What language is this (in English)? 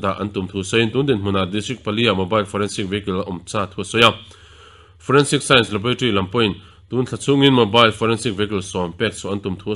Mizo